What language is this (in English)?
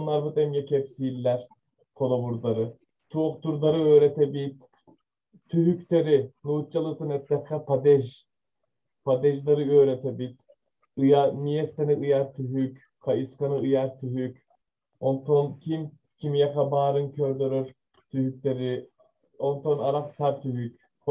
Yakut